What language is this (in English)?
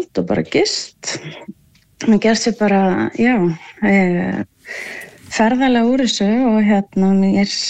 Icelandic